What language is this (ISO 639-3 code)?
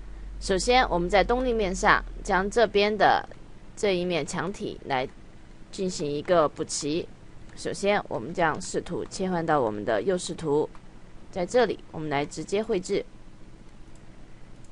zho